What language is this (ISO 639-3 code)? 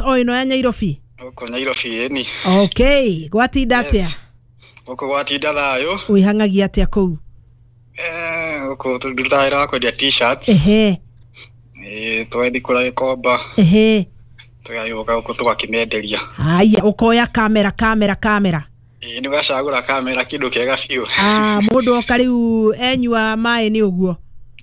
kik